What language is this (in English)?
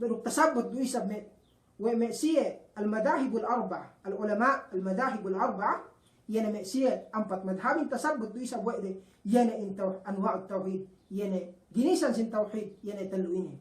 Yakan